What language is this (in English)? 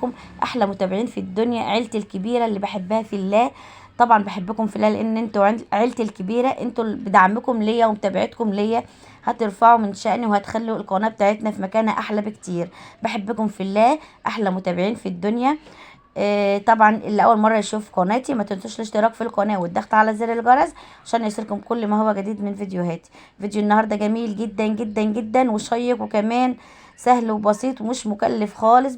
Egyptian Arabic